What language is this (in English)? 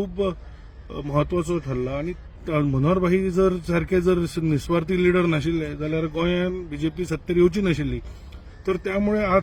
Konkani